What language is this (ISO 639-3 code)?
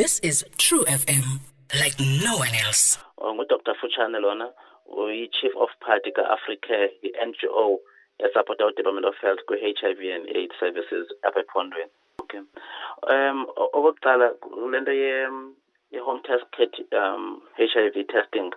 xho